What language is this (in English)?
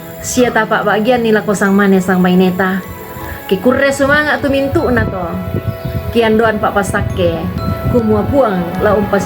Toraja-Sa'dan